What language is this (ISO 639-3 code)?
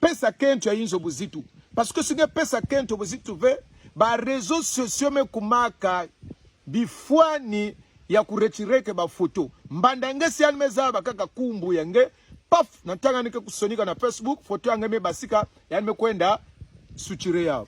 kon